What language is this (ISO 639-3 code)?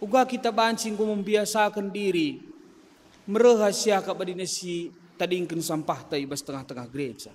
btx